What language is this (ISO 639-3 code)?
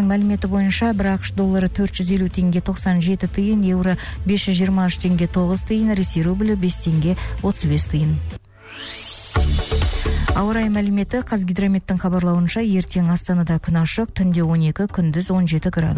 kaz